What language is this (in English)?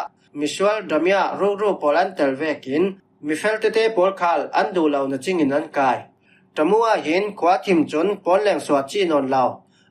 Falam Chin